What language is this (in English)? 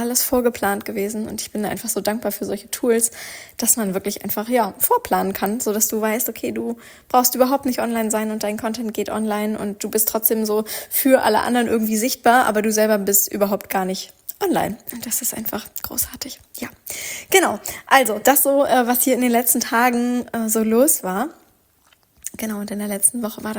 German